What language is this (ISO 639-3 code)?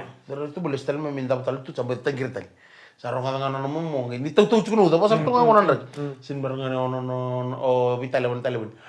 fij